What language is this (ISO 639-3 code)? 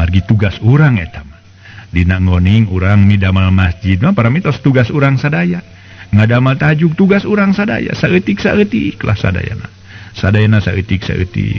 sun